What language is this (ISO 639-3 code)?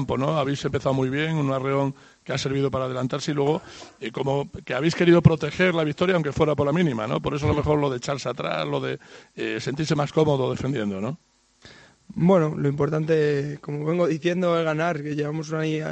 spa